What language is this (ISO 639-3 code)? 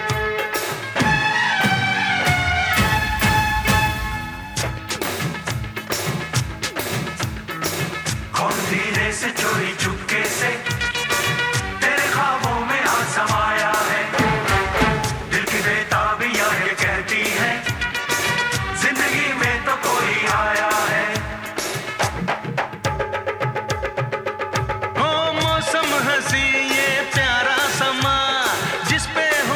hin